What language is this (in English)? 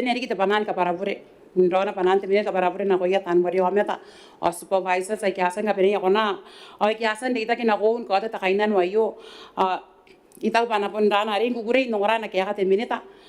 Gilbertese